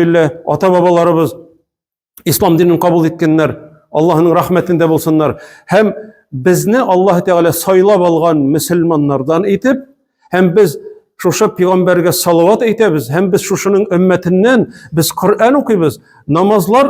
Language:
Tatar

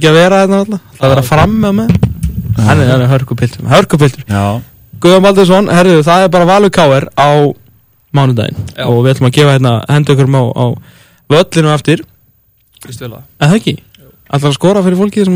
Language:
Icelandic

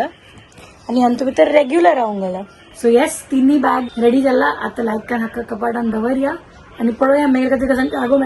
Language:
Konkani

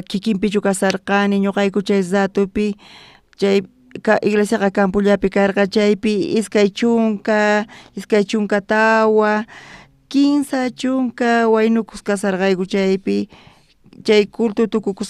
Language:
South Bolivian Quechua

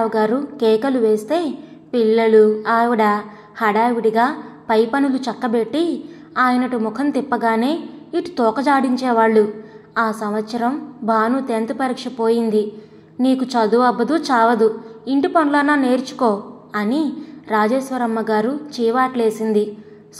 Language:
Telugu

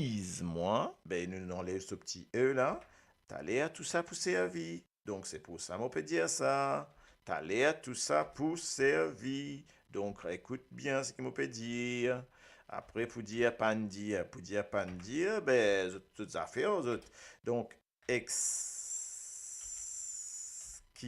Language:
Morisyen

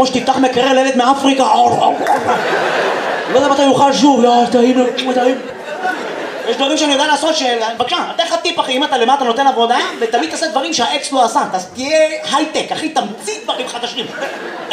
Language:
Hebrew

